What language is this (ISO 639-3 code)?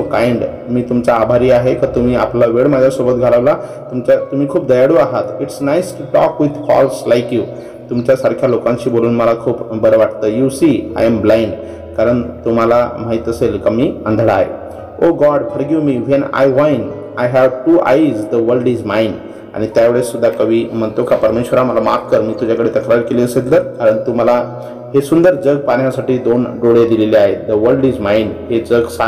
mar